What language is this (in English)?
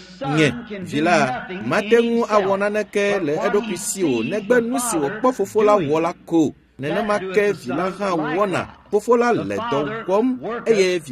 Ewe